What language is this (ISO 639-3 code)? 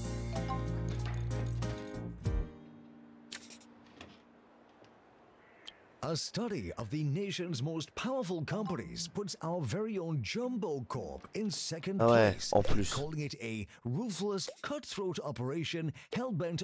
fra